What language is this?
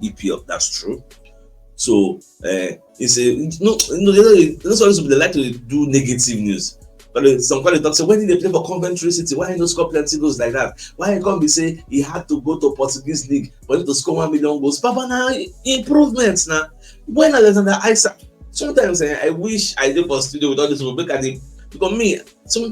Nigerian Pidgin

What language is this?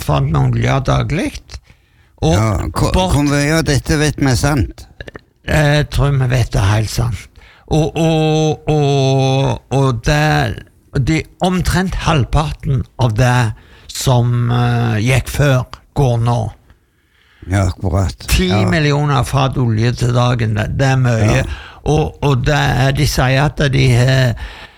Norwegian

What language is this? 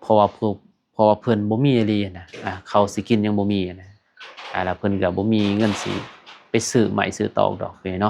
Lao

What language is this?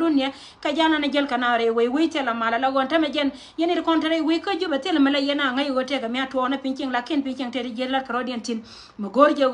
Nuer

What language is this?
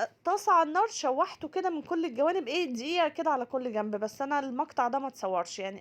Egyptian Arabic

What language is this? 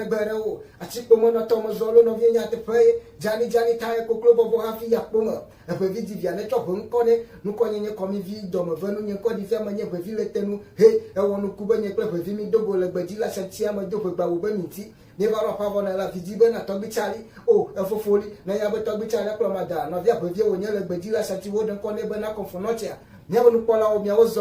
Ewe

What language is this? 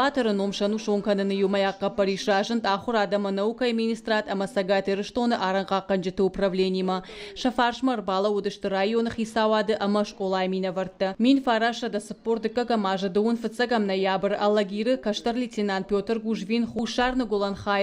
Ossetic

